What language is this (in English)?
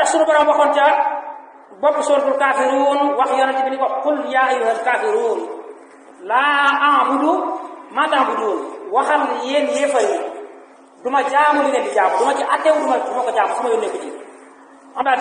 Wolof